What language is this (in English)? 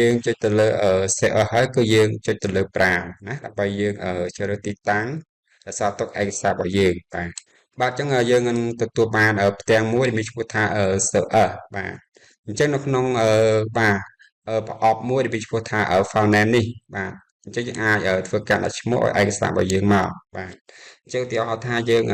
Khmer